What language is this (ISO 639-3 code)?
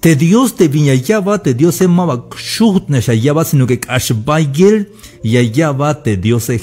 tzh